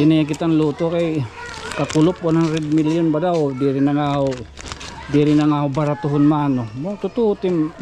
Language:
Waray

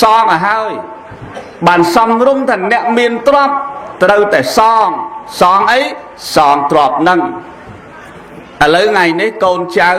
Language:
Khmer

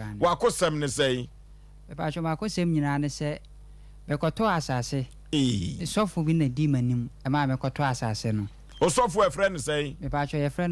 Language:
Akan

